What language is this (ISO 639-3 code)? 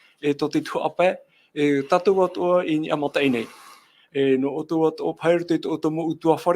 tah